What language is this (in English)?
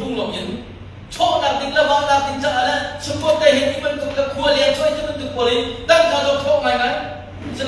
Hakha Chin